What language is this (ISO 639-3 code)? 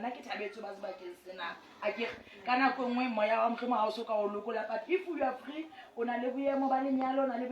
sot